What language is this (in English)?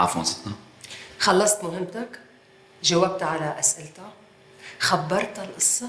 North Levantine Arabic